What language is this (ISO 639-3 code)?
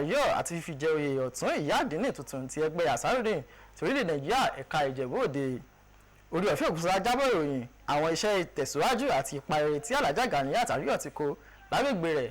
yor